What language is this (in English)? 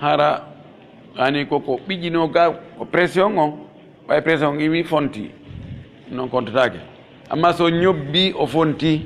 Pular